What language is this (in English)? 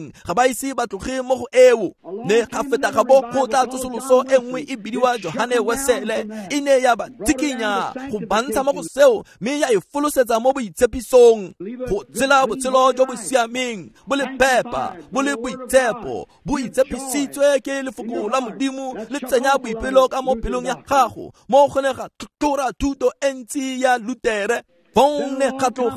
Tswana